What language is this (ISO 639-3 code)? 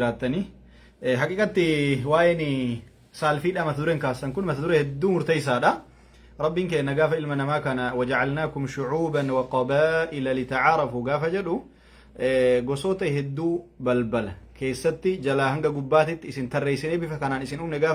orm